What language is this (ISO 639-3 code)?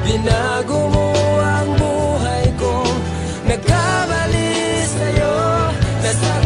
fil